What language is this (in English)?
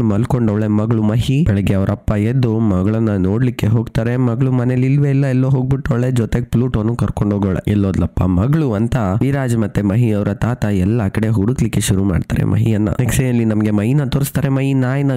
Kannada